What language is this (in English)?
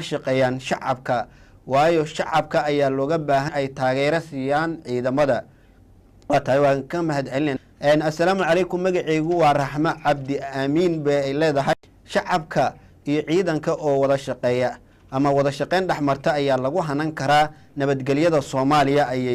Somali